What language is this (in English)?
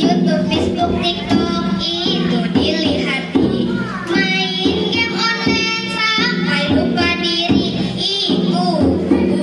Banjar